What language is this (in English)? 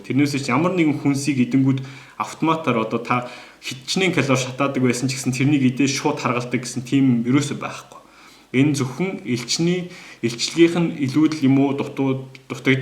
Mongolian